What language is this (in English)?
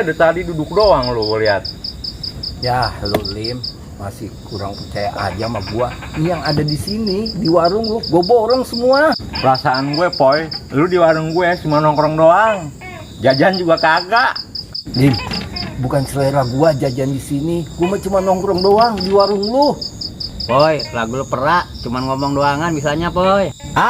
Betawi